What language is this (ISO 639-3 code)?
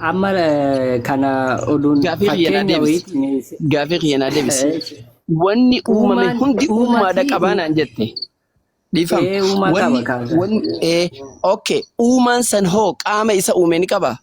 orm